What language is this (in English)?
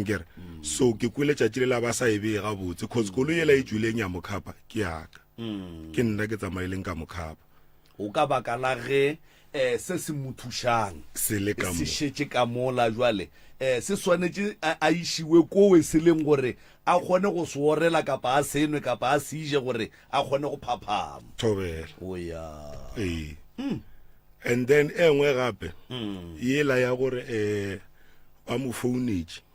Northern Sotho